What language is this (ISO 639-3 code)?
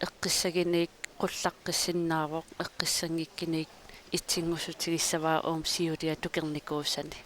kal